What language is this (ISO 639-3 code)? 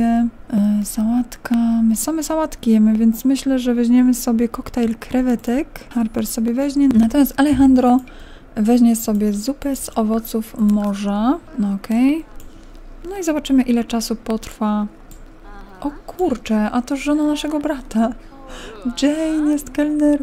pol